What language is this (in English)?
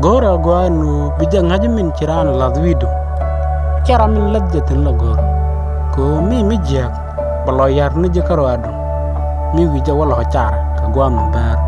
Nuer